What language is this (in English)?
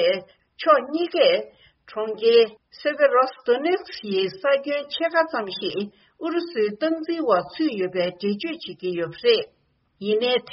Tibetan